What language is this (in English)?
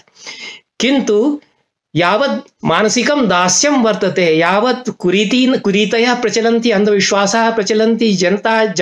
Sanskrit